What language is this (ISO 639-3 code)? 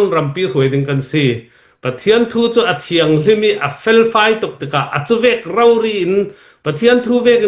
cfm